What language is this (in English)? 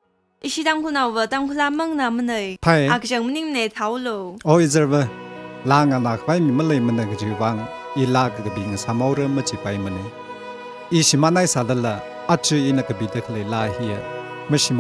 Tangkhul Naga (India)